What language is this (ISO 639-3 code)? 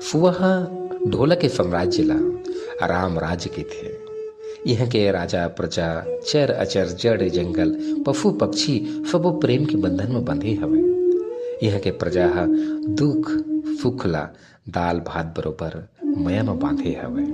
hne